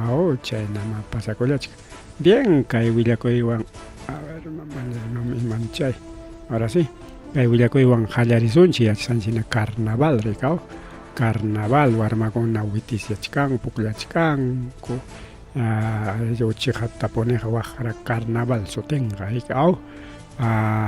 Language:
Ayacucho Quechua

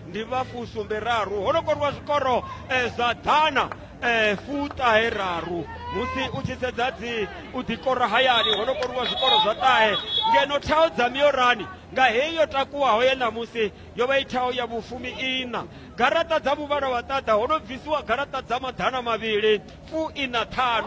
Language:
Venda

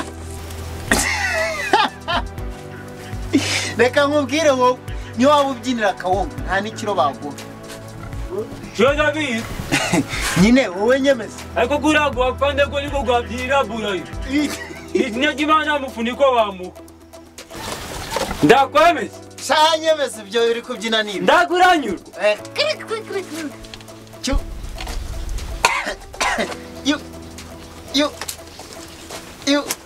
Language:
Kinyarwanda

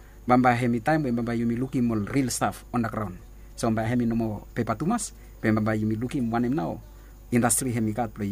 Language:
Bislama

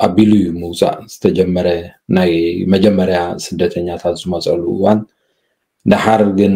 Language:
Tigrinya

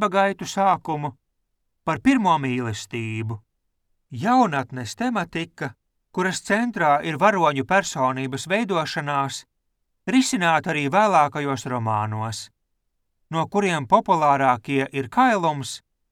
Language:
Latvian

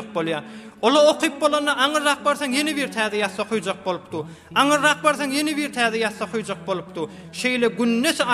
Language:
Turkmen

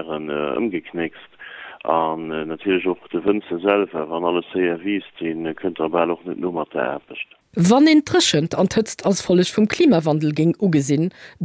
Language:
Luxembourgish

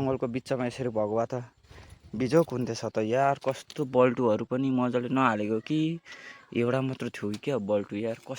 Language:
Nepali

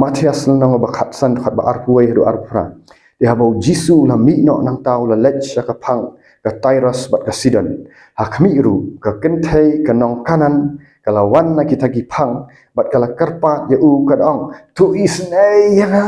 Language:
Khasi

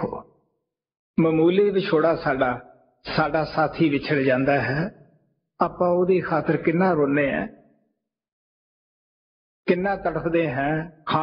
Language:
Punjabi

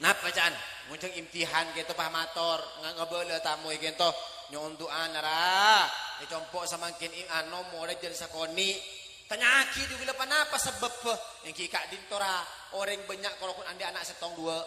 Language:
Madurese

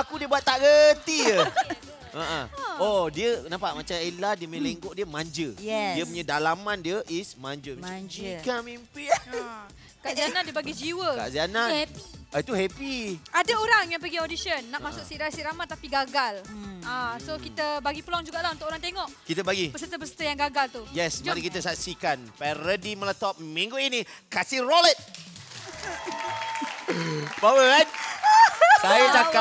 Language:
Malay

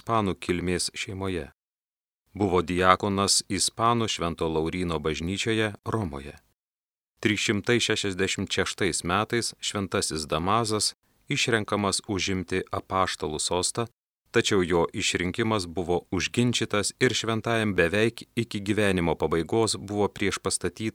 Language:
Lithuanian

